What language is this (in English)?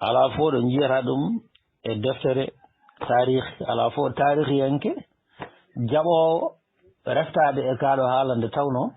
Fula